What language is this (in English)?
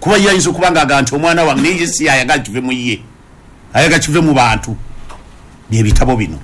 Ganda